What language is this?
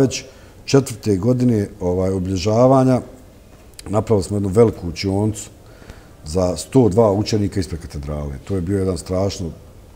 Bosnian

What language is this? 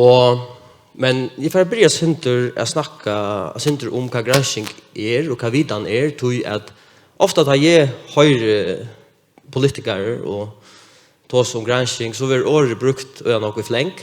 Faroese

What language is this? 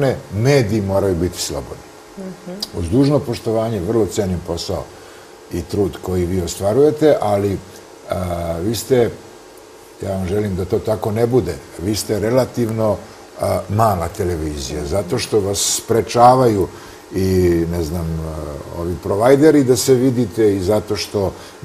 Serbian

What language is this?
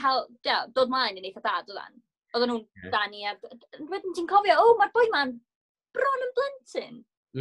Welsh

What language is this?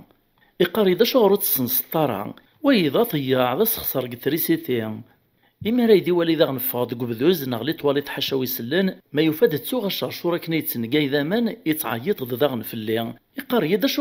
Kabyle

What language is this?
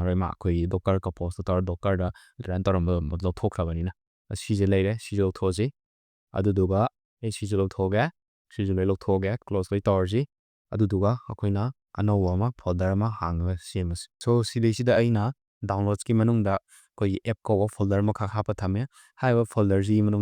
Manipuri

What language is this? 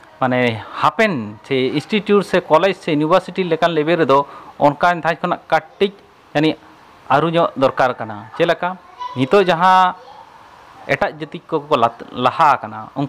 Santali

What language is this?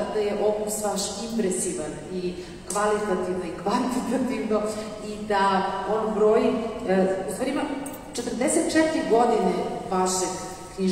Serbian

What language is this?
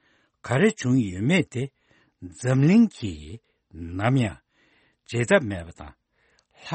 Tibetan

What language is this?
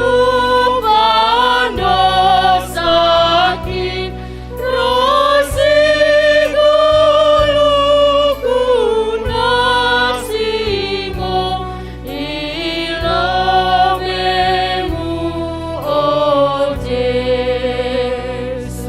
Batak Simalungun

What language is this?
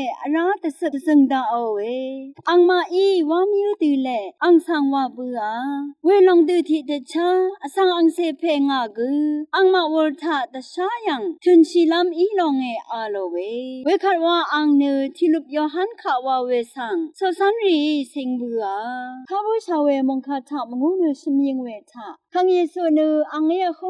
Rawang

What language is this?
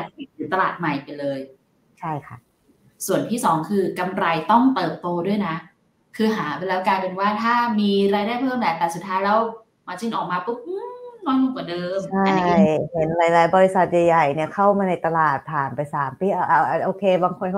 Thai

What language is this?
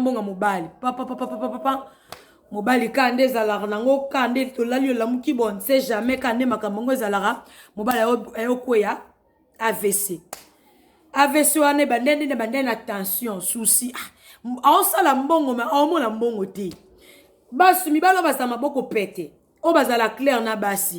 Lingala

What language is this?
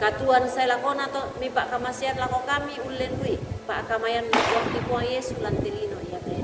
Toraja-Sa'dan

